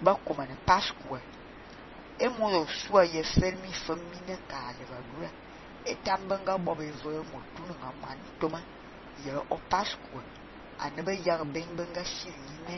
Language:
Fang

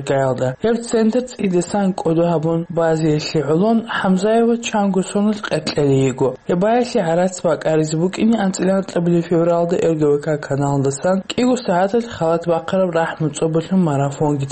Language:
Avaric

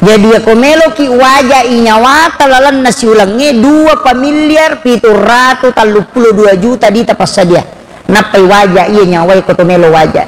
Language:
Buginese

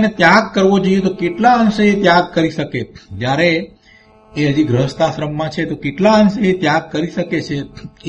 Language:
Gujarati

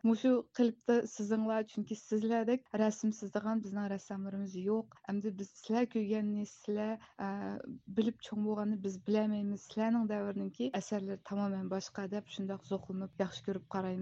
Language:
Uyghur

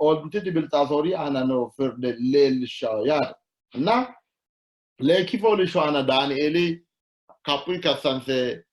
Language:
Sidamo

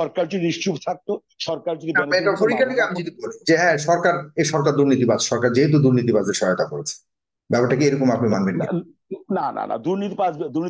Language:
Bangla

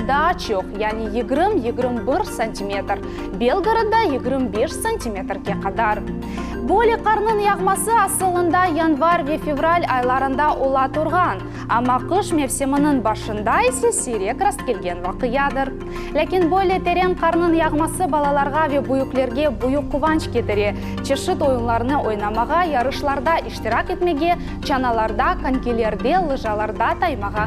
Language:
Crimean Tatar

